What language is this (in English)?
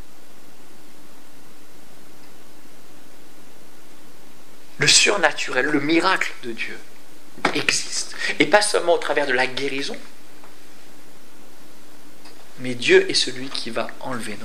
French